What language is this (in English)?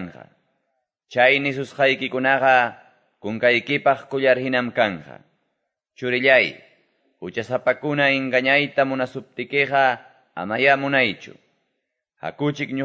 Quechua